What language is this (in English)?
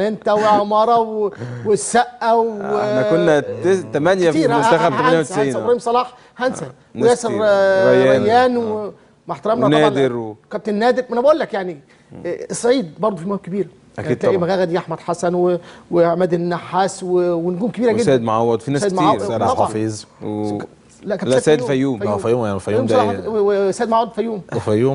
Egyptian Arabic